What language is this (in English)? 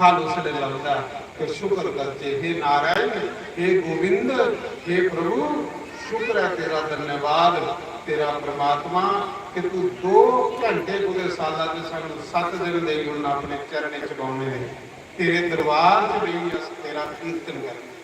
Dogri